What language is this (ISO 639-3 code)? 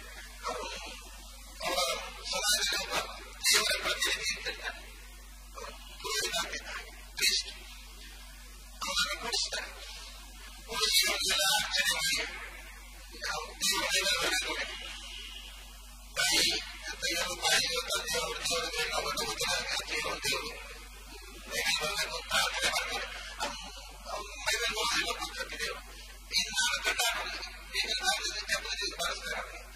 kan